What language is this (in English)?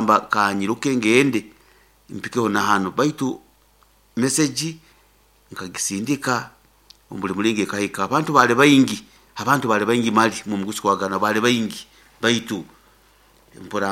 Nyoro